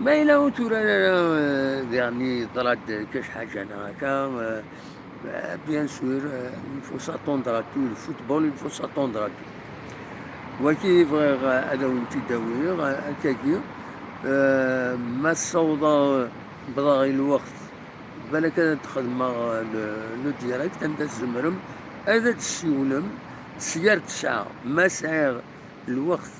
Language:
Kabyle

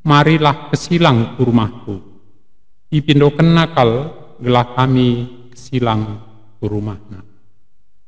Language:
Batak Karo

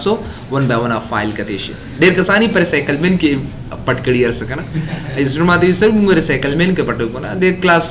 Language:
Pashto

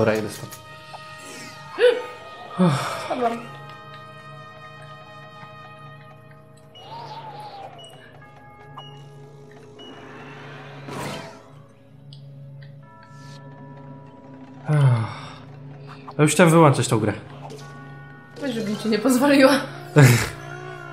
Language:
Polish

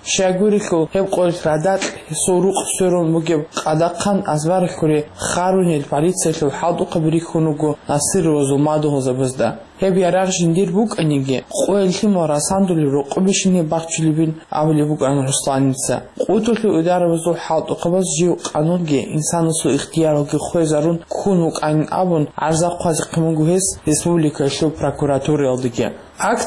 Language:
Avaric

